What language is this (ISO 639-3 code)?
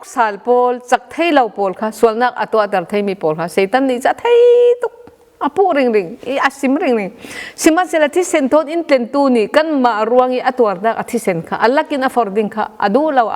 cfm